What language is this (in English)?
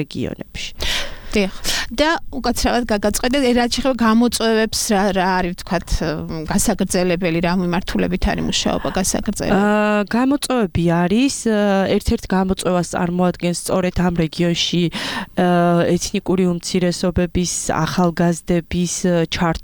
Georgian